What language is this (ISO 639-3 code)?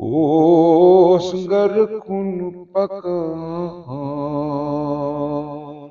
kas